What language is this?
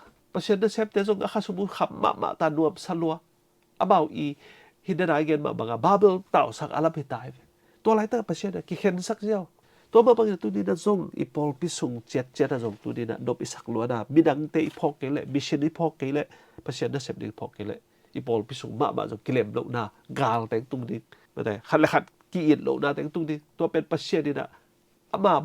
Tedim Chin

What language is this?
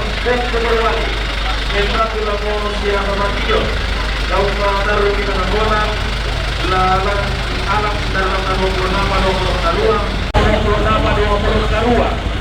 Toraja-Sa'dan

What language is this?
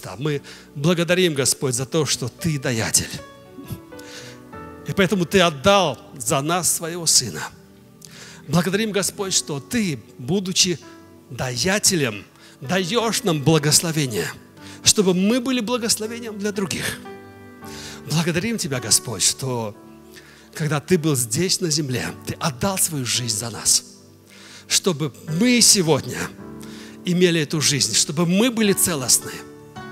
Russian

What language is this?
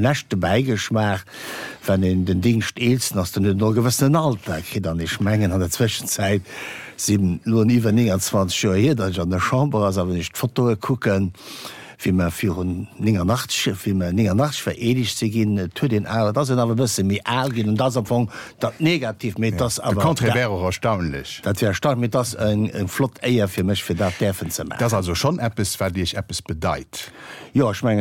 Luxembourgish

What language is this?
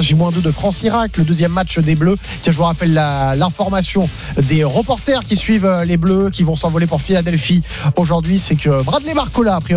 French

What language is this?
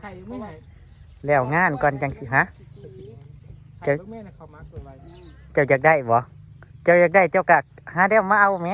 Northeastern Thai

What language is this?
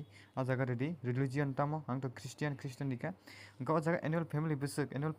Kok Borok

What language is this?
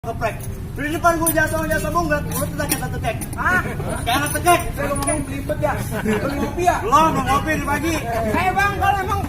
Betawi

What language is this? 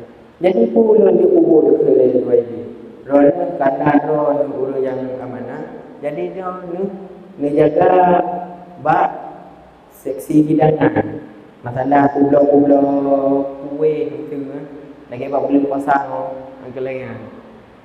Achinese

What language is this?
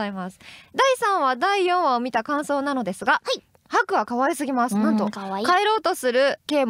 Japanese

